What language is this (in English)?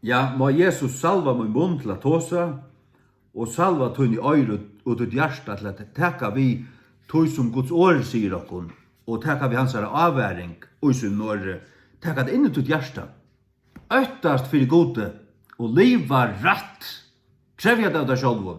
Faroese